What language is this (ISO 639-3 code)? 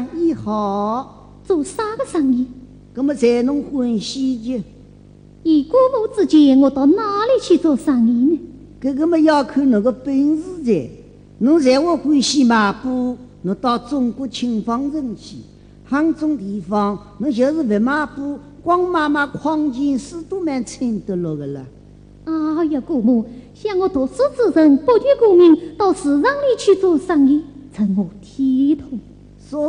wuu